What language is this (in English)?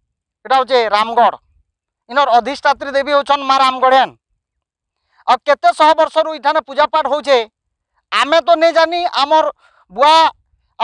Odia